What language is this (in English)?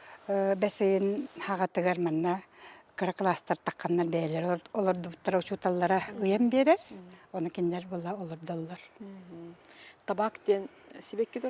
Yakut